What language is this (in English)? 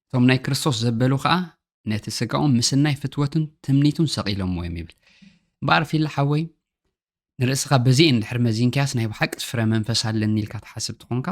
Tigrinya